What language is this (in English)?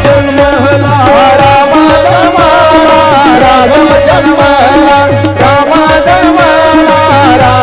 Marathi